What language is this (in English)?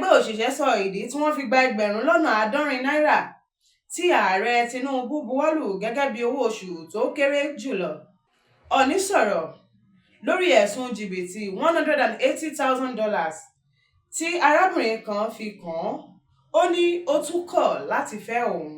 Yoruba